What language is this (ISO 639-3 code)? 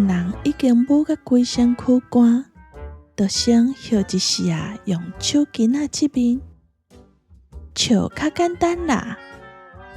nan